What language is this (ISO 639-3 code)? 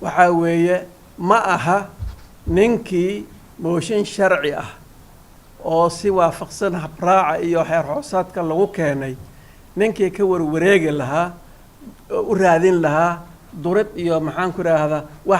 som